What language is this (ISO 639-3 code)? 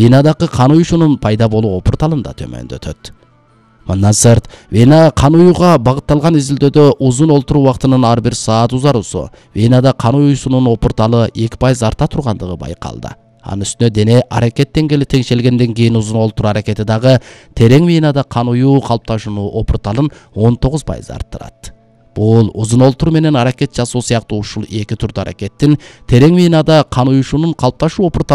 kir